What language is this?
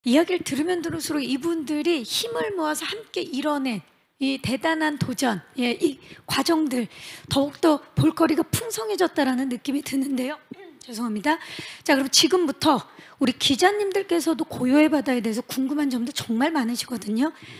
Korean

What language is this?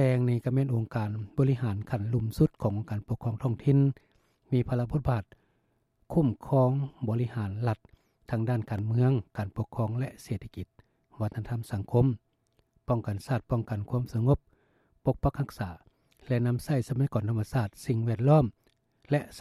Lao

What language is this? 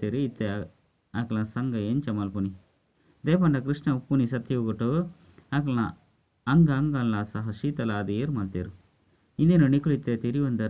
Tulu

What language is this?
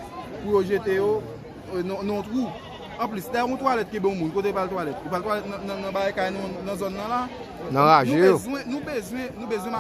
Haitian Creole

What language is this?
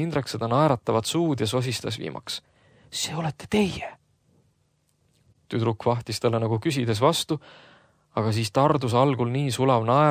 Estonian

